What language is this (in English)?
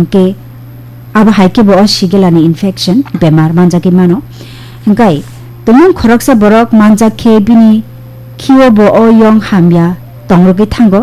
Kok Borok